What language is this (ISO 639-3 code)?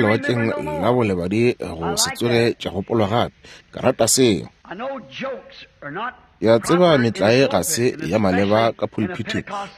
nso